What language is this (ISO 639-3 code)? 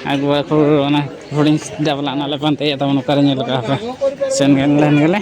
sat